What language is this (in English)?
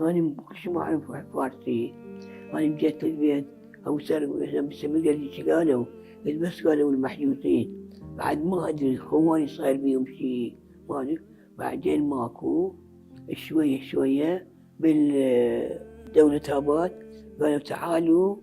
Mesopotamian Arabic